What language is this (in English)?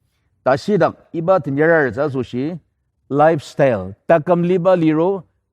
Ao Naga